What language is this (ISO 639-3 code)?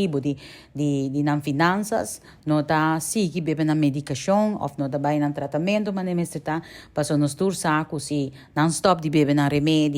pap